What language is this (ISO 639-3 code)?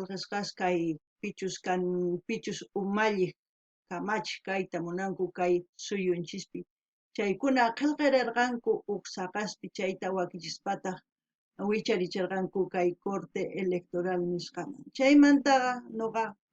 quh